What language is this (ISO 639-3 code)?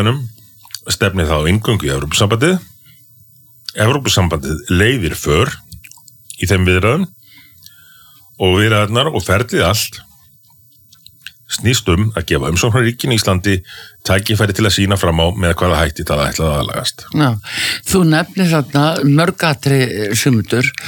isl